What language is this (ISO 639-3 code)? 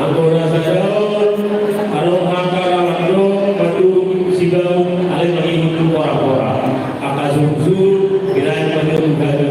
bbc